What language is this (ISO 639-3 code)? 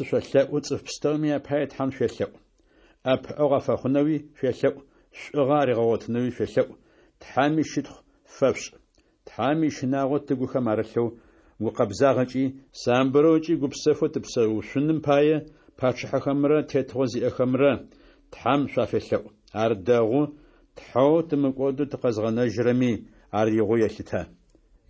ady